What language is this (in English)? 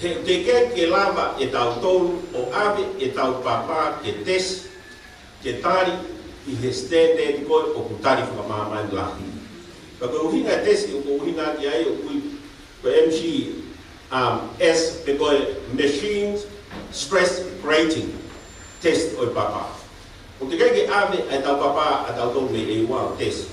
Tongan